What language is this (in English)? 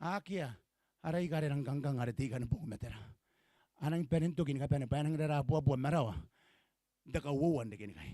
Gilbertese